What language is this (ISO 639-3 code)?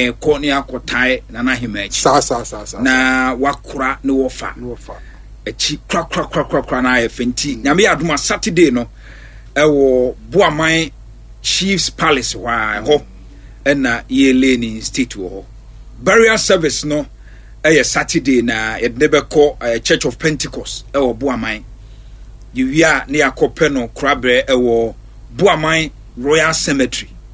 aka